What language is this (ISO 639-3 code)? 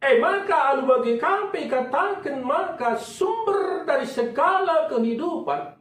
btx